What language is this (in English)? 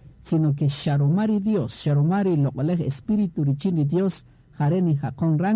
Kaqchikel